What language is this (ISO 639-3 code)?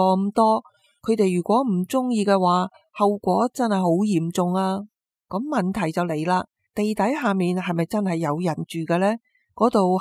yue